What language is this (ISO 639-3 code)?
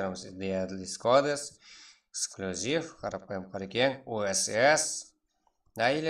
kaa